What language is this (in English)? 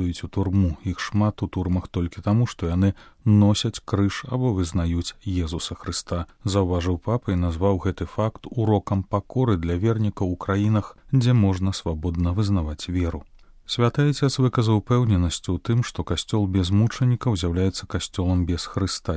Belarusian